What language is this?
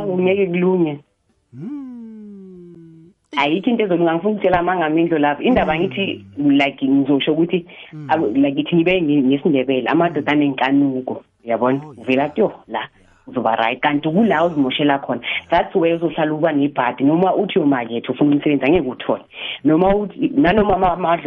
South Ndebele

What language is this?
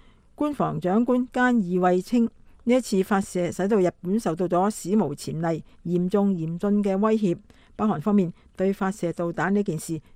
Cantonese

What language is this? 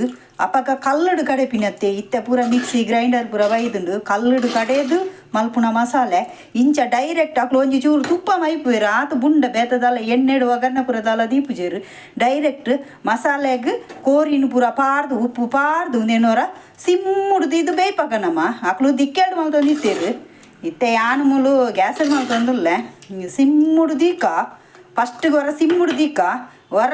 Tulu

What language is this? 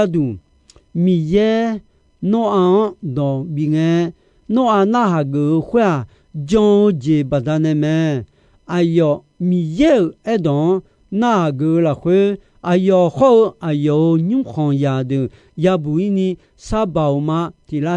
Akha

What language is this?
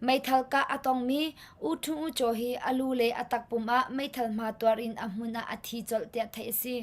Hakha Chin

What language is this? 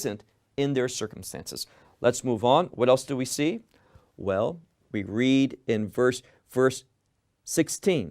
English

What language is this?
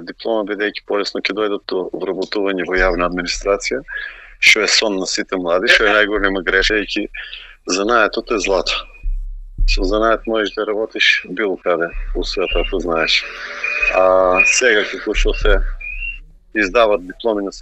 Macedonian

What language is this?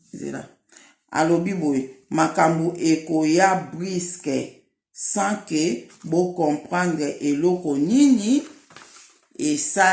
Lingala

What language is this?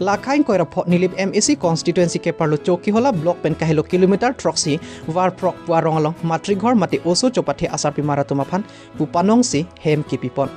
Karbi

